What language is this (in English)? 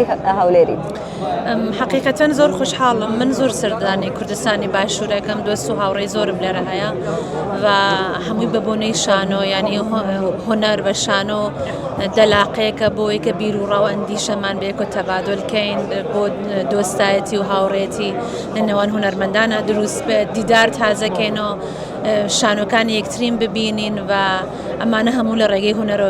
Central Kurdish